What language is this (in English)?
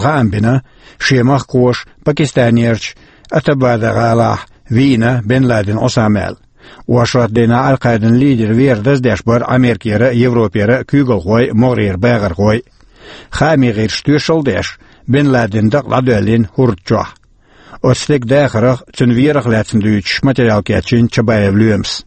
Chechen